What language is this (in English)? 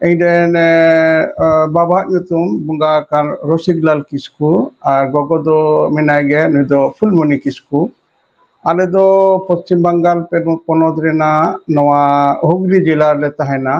Santali